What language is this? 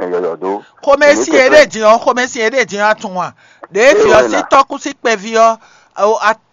Fon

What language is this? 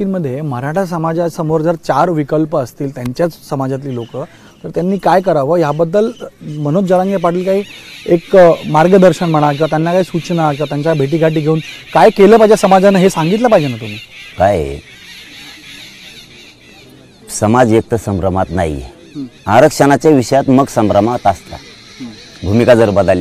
Marathi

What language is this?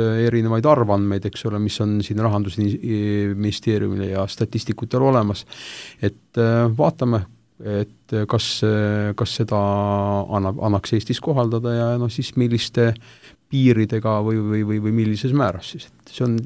Estonian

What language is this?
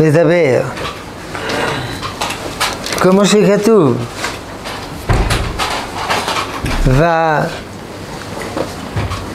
Hebrew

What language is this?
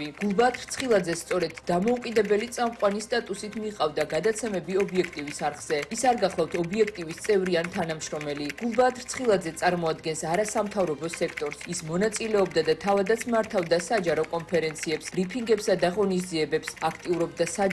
Georgian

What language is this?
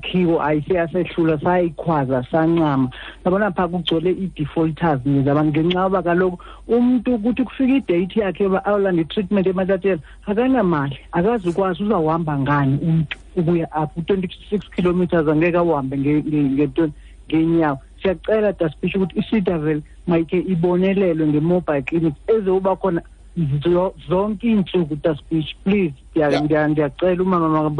Xhosa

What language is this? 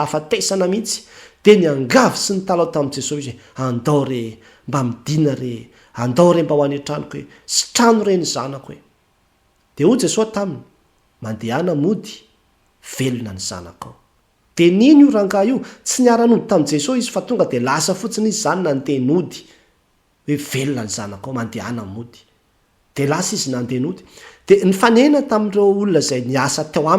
Malagasy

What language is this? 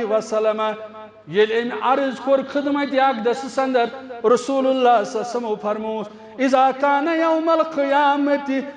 Kashmiri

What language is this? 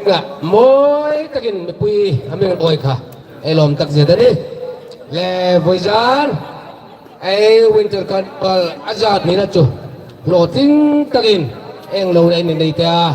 Hmar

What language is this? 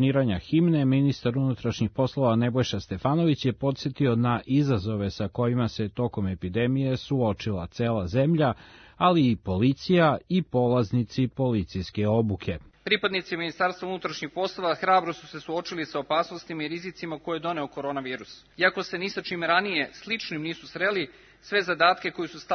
Serbian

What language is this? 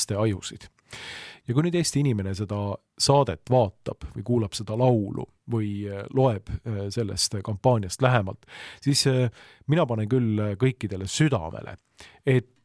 Estonian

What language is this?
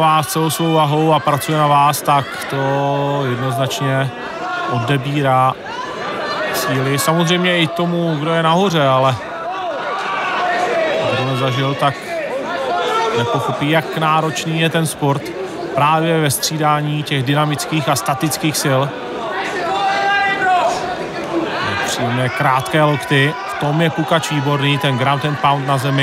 Czech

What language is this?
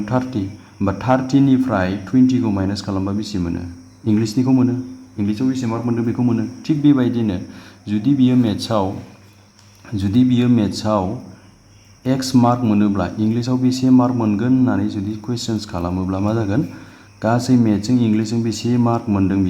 Bodo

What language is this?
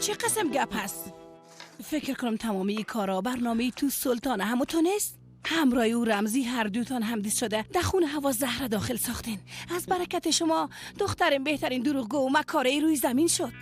Persian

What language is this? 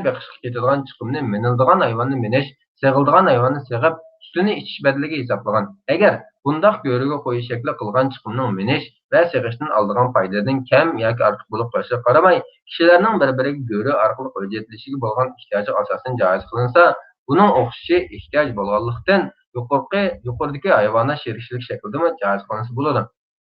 Uyghur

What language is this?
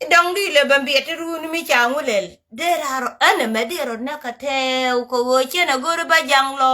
Nuer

